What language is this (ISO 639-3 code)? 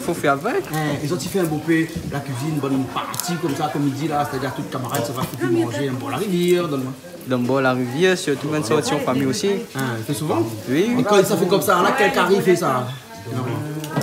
rcf